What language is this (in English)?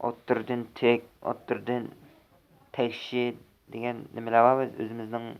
Uyghur